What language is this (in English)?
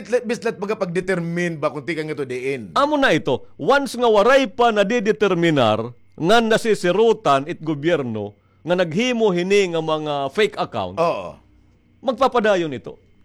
Waray